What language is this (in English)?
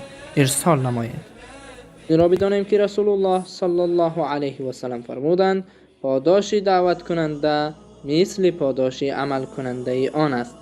Persian